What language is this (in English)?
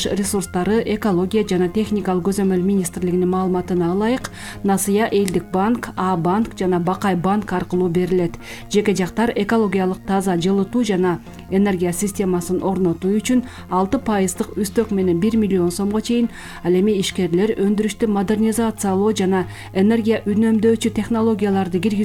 Kyrgyz